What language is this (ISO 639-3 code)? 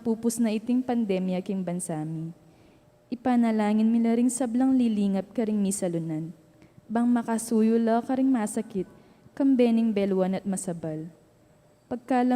pam